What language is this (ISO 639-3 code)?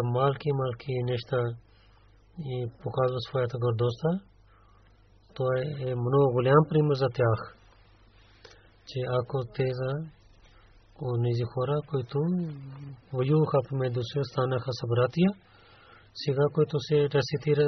bul